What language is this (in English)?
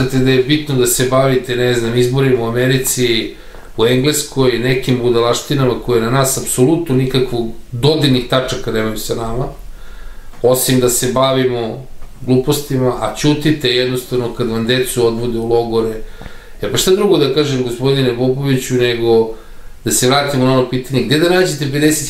Serbian